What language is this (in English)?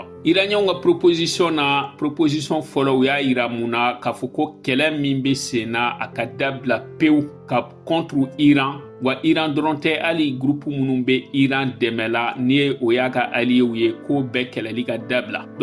Bambara